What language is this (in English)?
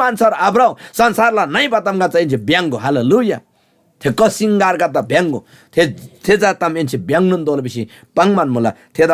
Eastern Tamang